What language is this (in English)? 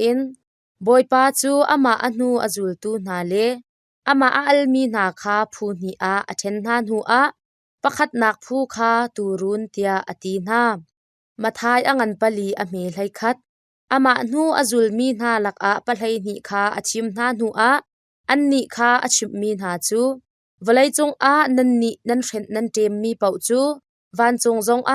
Hakha Chin